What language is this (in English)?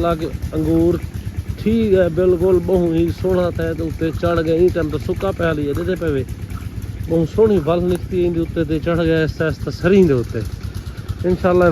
Saraiki